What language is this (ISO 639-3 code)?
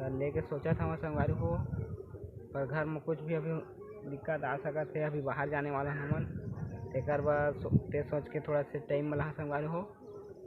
hne